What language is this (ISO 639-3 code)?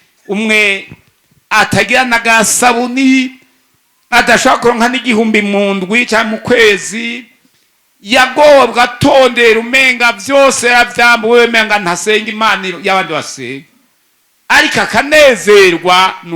run